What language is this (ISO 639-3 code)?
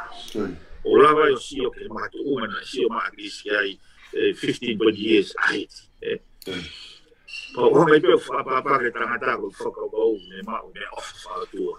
ton